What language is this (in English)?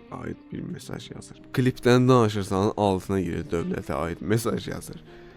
Azerbaijani